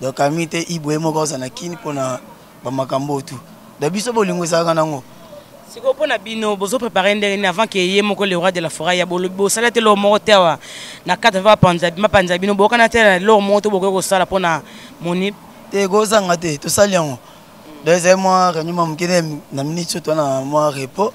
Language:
Lingala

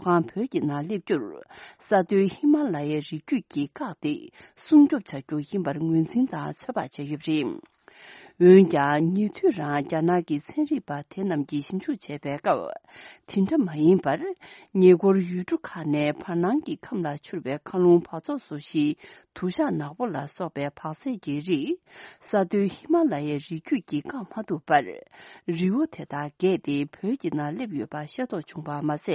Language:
Tibetan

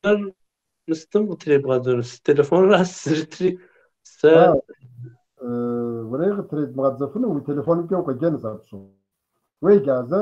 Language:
Kabardian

